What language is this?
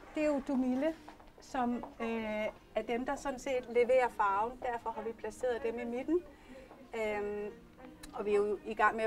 Danish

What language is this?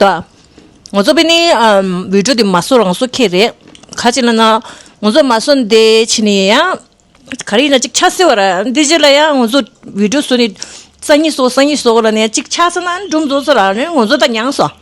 Tibetan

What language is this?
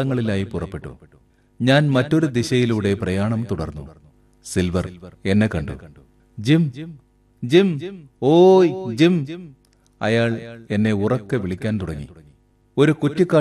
Malayalam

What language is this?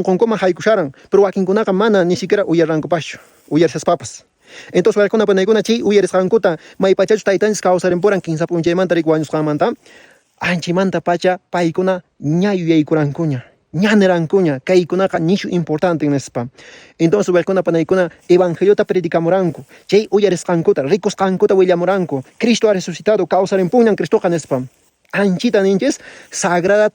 Quechua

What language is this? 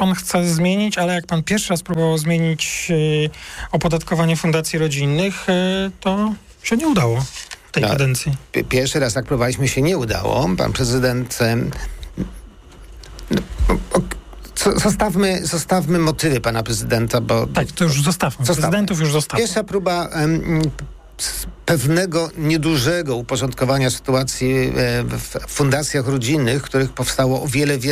Polish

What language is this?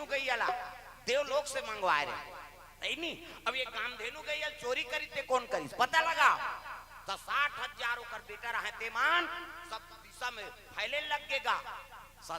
Chhattisgarhi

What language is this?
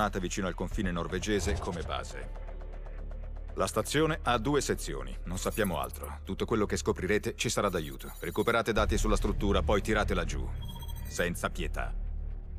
Italian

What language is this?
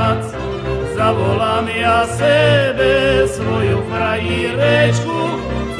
Slovak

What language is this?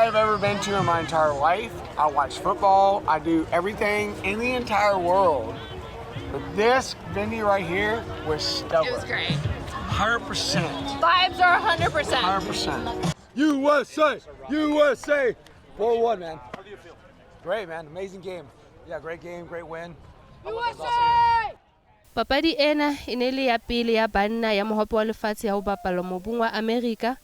Tswana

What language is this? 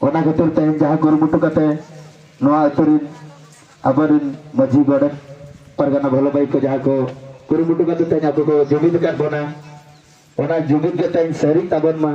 Santali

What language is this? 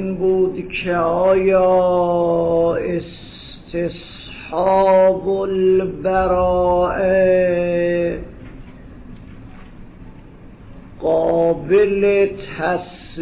Persian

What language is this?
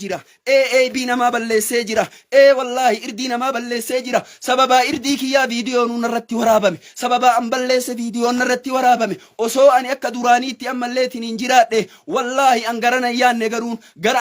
Oromo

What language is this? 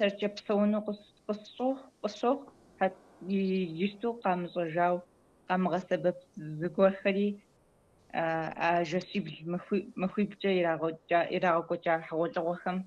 Kabardian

